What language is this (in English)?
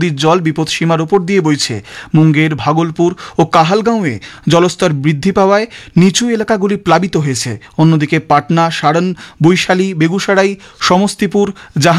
Bangla